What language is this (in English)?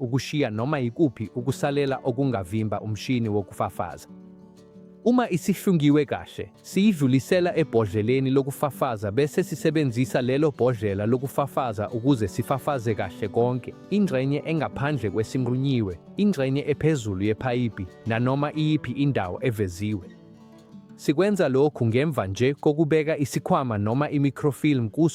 Zulu